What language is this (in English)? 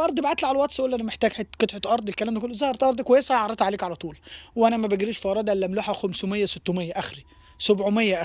Egyptian Arabic